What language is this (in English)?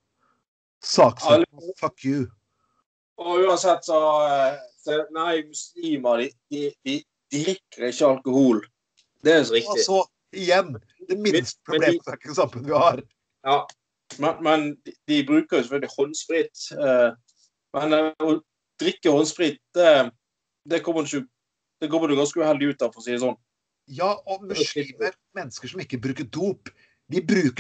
Norwegian